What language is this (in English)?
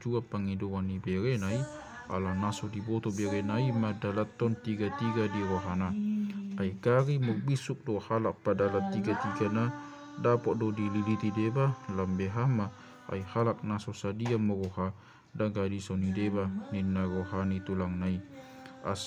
Batak Toba